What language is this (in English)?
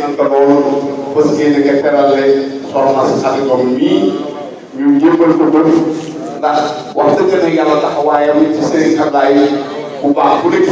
Wolof